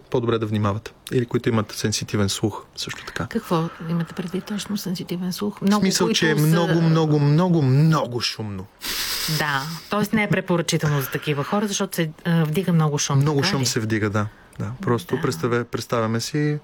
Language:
Bulgarian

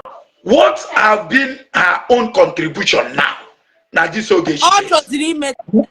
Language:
Igbo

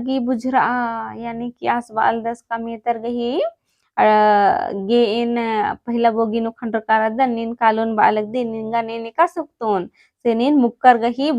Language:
Kurukh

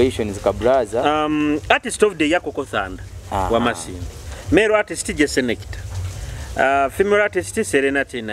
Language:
Nyoro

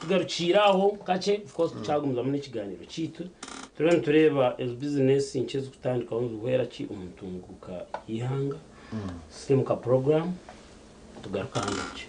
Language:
Nyankole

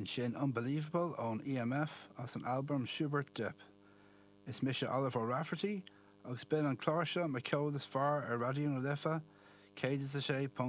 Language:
Irish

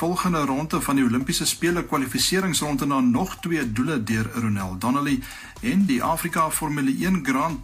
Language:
Afrikaans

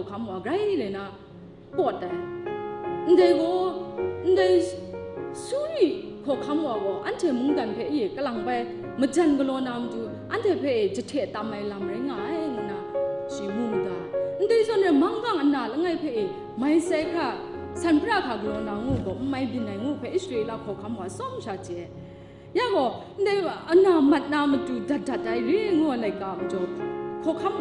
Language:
Kachin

